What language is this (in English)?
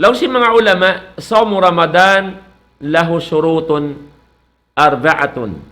Tausug